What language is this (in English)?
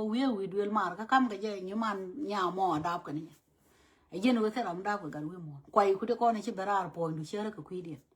Nuer